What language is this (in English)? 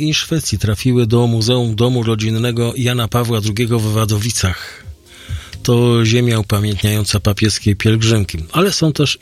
Polish